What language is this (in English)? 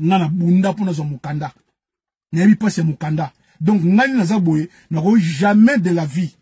Lingala